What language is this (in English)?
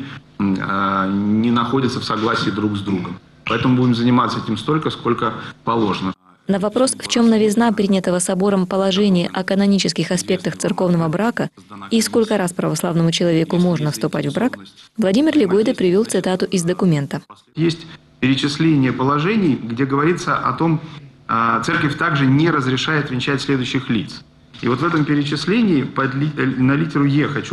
Russian